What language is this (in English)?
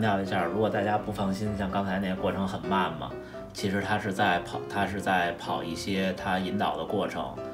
Chinese